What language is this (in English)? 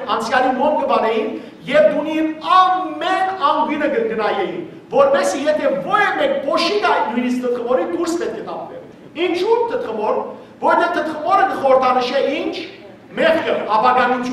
Western Armenian